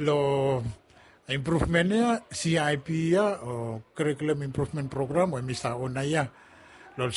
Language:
Bislama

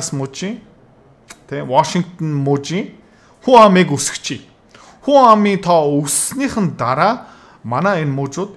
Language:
Mongolian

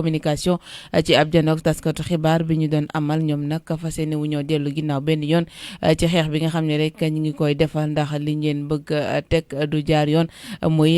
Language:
Wolof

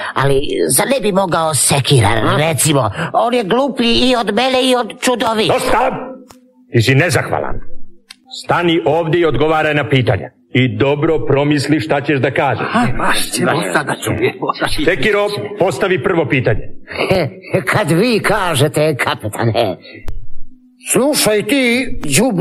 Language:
Serbian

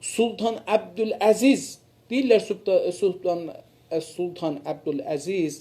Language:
South Azerbaijani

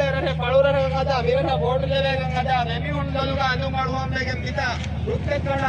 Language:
Divehi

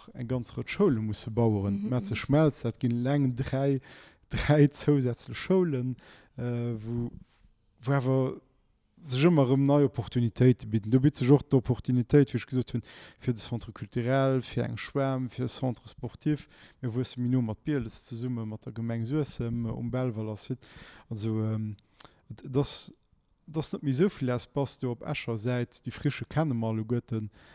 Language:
Luxembourgish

